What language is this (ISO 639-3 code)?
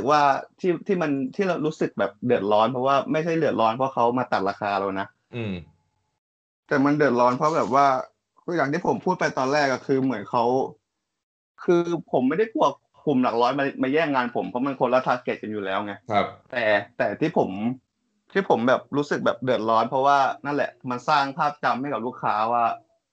tha